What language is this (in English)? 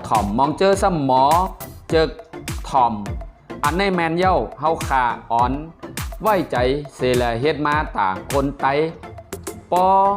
Shan